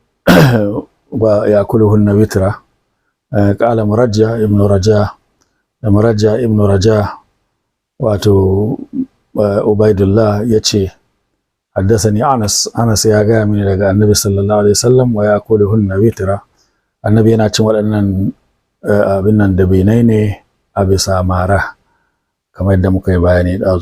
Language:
Hausa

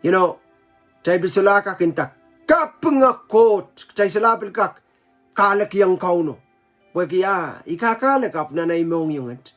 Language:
Pohnpeian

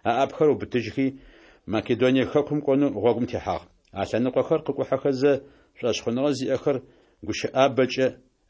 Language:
Adyghe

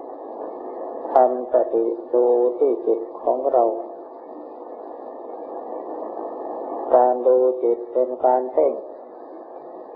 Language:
Thai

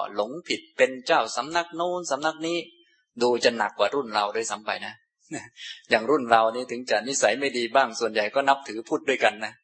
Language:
Thai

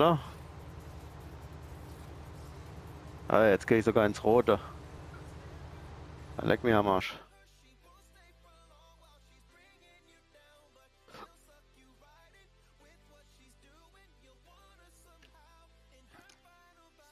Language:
German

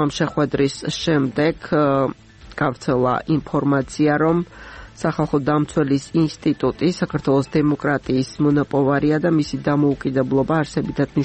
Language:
Georgian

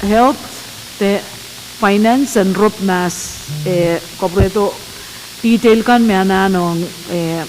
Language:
Pohnpeian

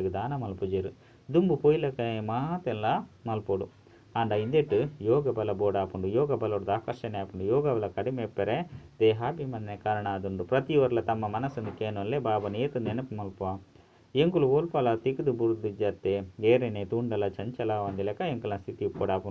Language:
Tulu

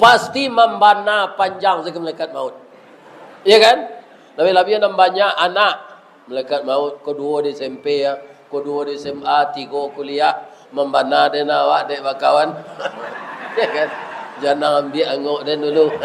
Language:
Minangkabau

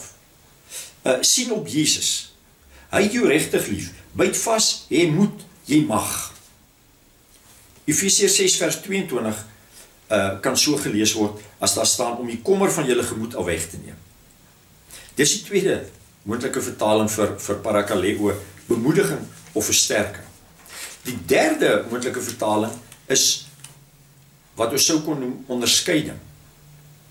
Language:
Afrikaans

